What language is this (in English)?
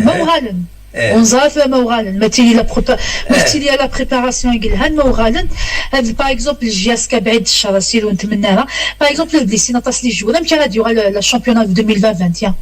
Kabyle